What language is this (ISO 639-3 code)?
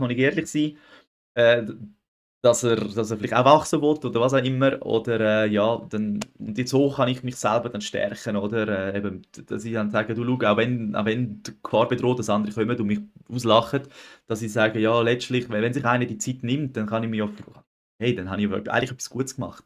gsw